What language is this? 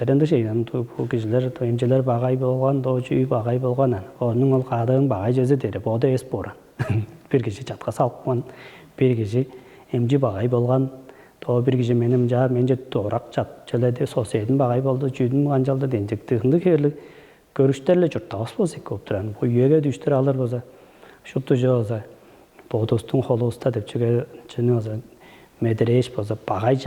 Tuvinian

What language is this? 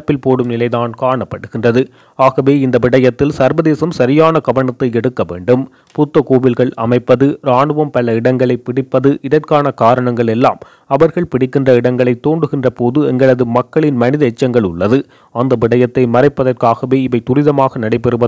Tamil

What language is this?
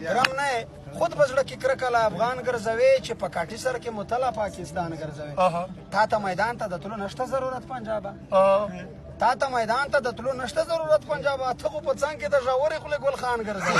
Pashto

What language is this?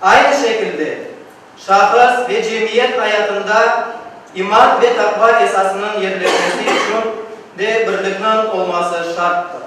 Crimean Tatar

